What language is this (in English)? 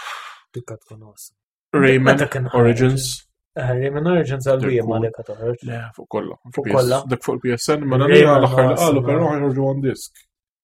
Maltese